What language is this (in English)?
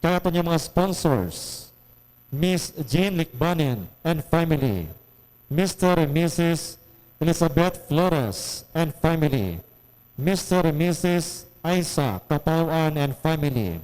Hiligaynon